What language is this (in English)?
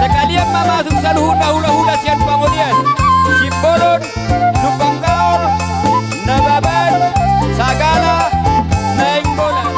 Batak Toba